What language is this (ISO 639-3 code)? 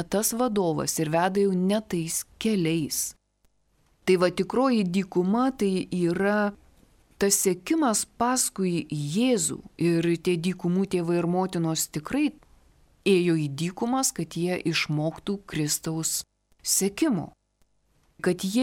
lit